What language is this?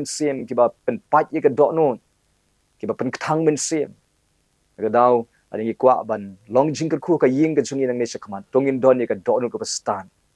Khasi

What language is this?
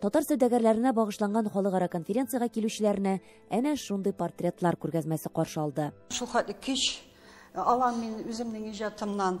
Tatar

